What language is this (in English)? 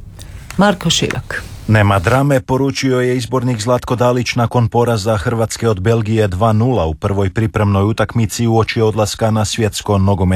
Croatian